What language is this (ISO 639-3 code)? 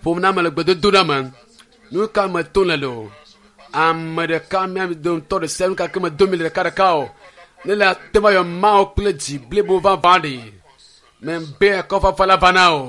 ewe